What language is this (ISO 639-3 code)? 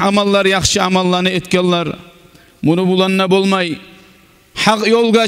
kum